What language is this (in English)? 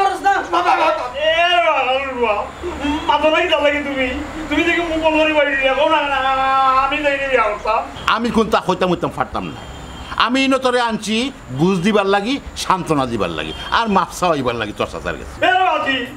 Sylheti